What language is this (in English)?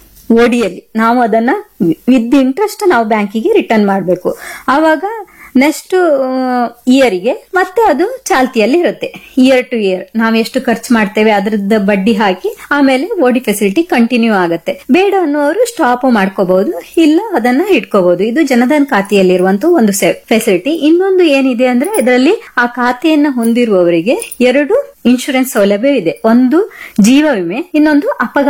Kannada